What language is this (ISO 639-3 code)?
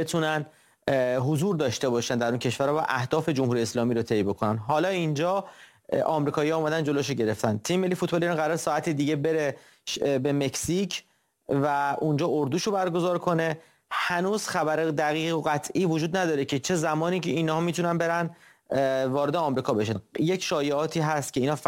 fas